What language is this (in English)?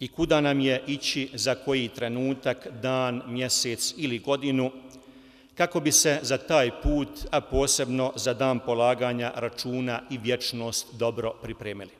Bosnian